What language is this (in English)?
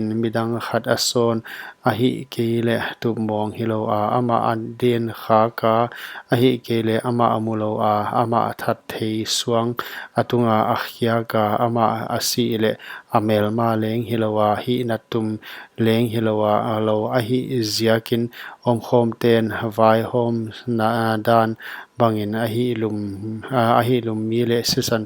Paite Chin